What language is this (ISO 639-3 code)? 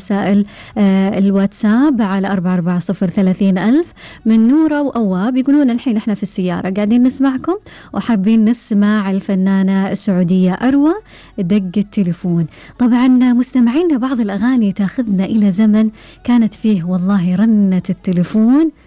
afb